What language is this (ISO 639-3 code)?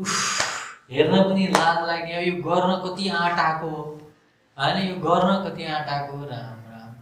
nep